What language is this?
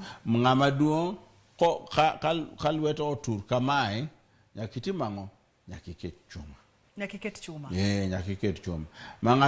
Luo (Kenya and Tanzania)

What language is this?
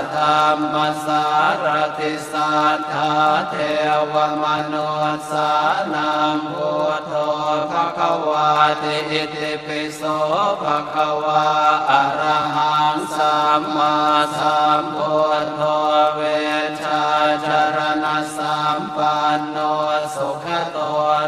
Pali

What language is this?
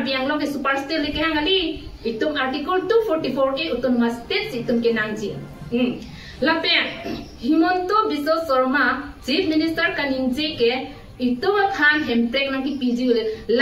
Karbi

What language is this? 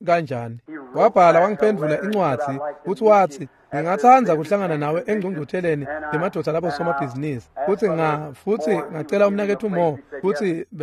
Swati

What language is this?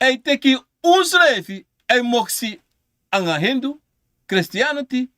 Sranan Tongo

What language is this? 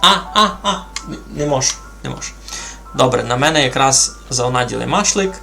Rusyn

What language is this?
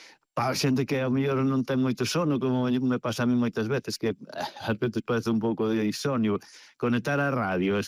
Galician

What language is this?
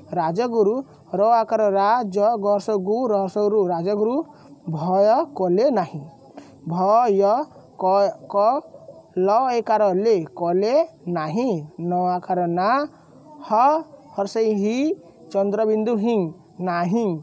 Odia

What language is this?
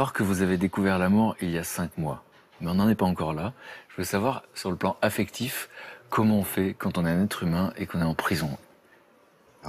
French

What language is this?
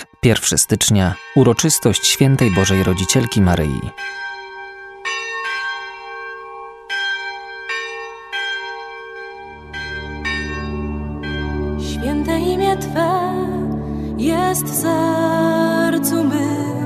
Polish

